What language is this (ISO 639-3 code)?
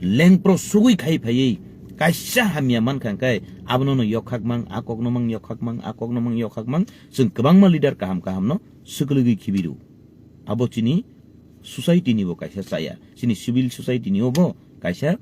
trp